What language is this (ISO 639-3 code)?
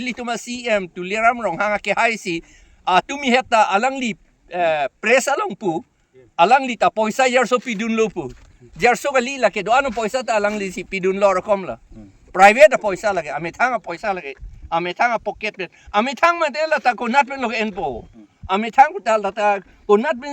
mjw